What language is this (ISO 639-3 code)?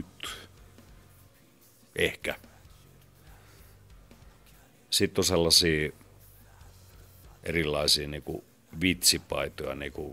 fin